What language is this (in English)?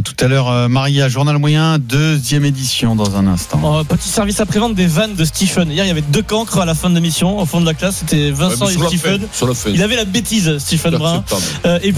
French